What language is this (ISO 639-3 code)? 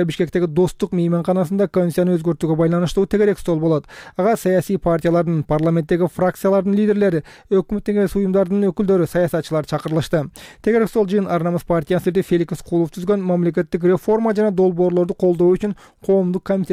kir